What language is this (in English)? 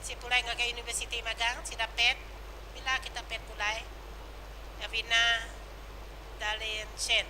Iban